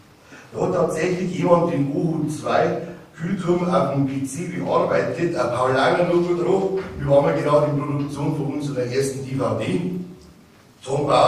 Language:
Bavarian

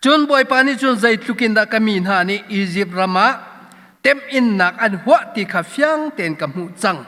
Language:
Hakha Chin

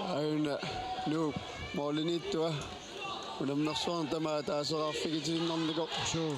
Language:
Kalaallisut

